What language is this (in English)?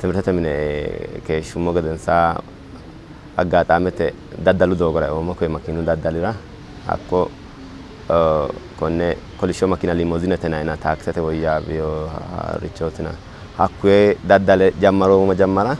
Sidamo